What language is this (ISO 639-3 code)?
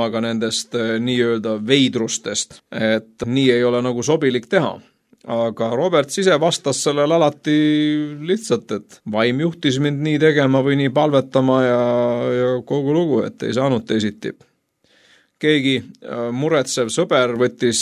est